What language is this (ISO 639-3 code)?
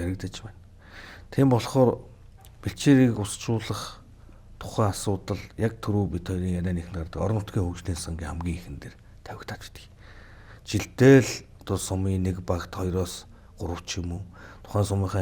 mon